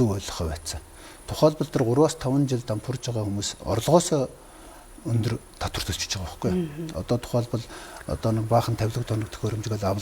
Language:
Mongolian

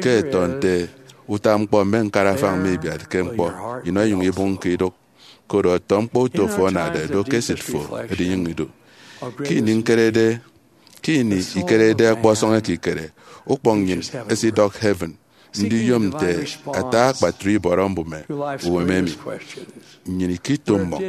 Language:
Efik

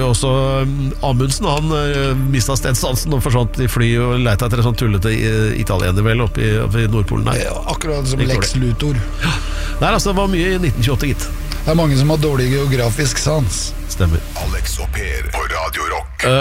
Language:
Norwegian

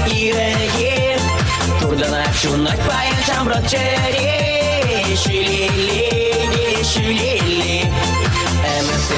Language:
Chuvash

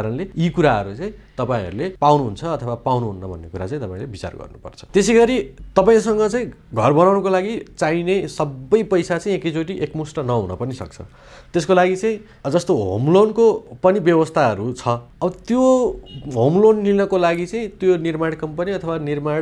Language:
Nepali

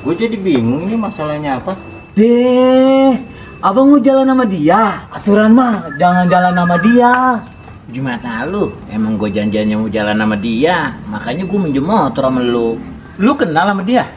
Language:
Betawi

